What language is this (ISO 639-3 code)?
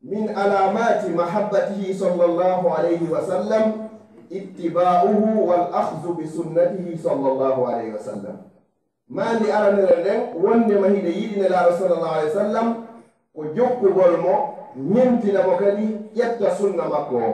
ful